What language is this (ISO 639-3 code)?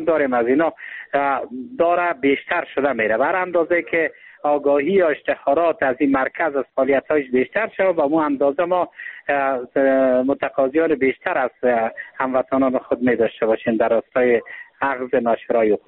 fas